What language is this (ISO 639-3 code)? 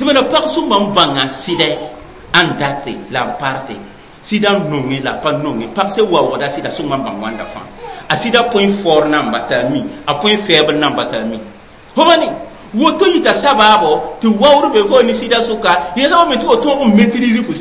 mos